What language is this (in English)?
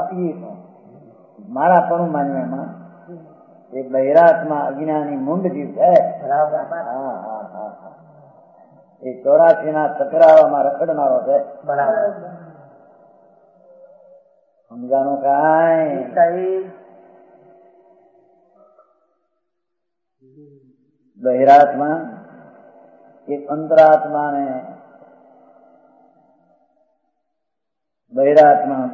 Gujarati